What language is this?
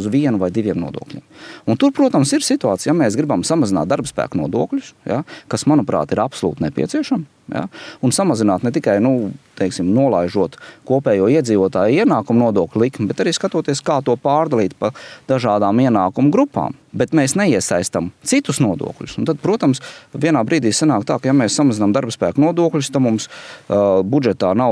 Latvian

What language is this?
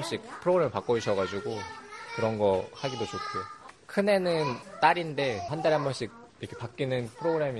Korean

